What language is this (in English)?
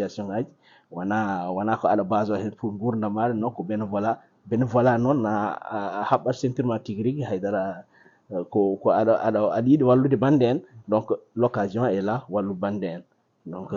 Fula